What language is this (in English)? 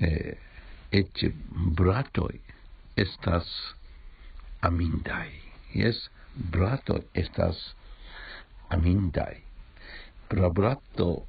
Esperanto